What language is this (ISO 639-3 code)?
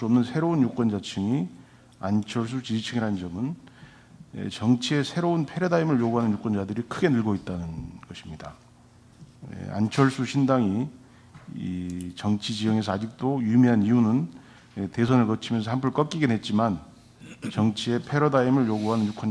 kor